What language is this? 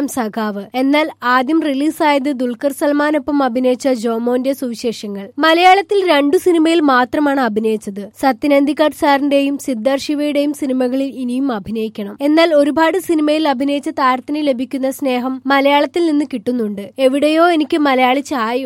Malayalam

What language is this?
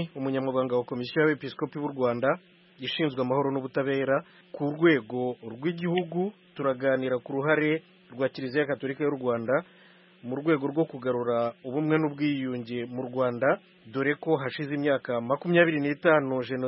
Kinyarwanda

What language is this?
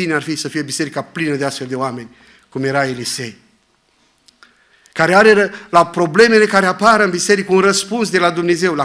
Romanian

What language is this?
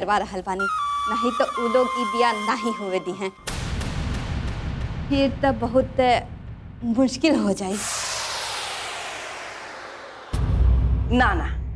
Bhojpuri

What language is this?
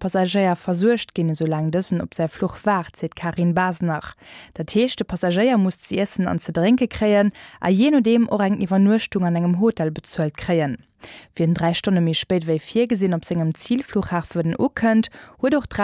Luxembourgish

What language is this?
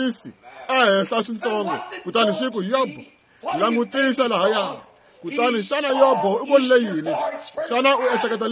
Tsonga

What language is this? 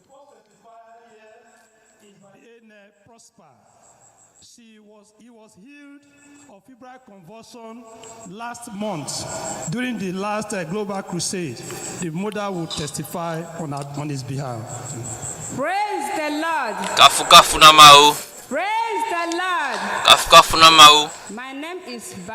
Ewe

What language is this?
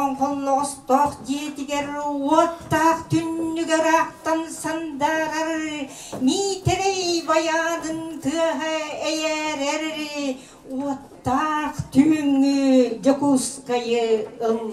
Yakut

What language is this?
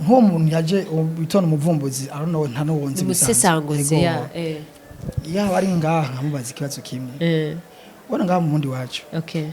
Rundi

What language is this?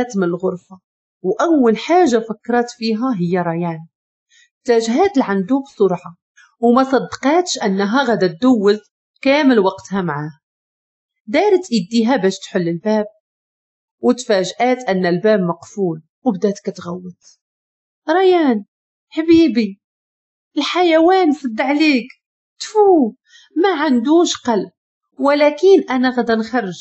Moroccan Arabic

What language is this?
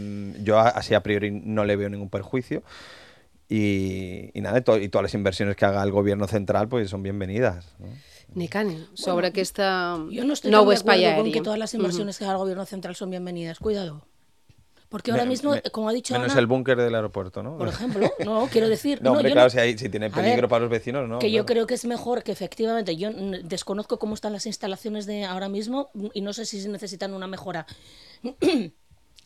Spanish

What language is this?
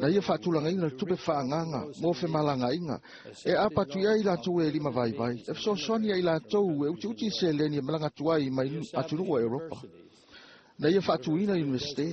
Samoan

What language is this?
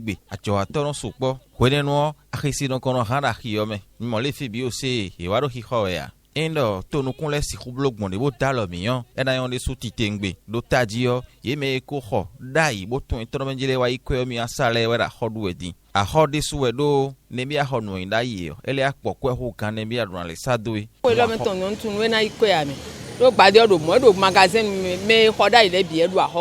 Fon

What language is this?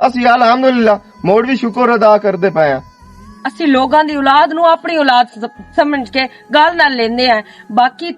Western Panjabi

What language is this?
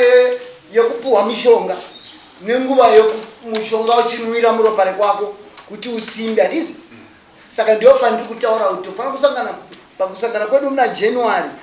Shona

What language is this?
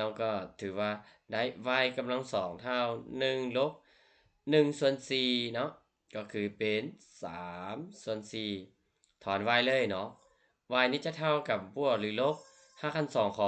Lao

